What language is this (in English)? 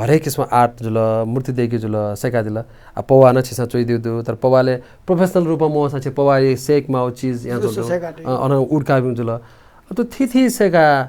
Newari